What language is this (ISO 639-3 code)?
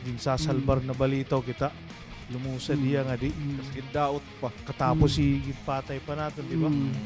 war